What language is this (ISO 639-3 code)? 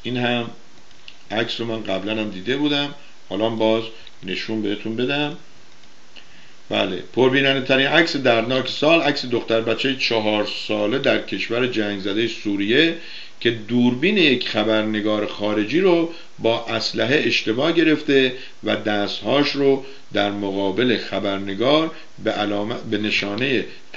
fas